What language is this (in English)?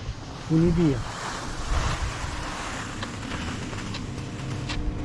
Italian